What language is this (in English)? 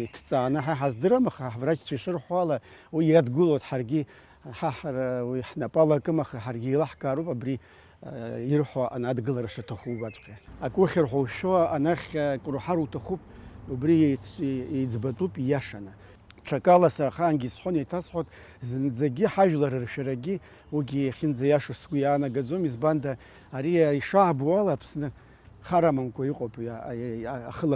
Abkhazian